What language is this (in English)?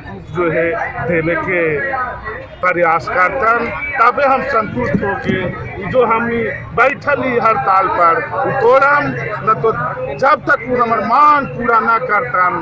Magahi